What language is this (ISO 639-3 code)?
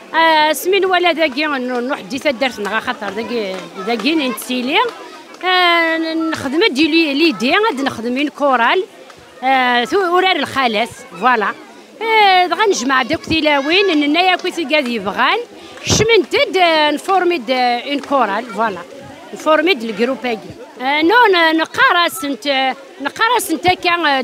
kab